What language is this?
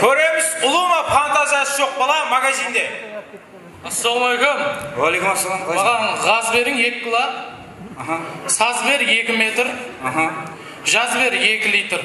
Kara-Kalpak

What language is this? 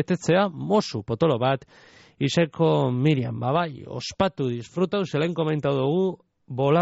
Basque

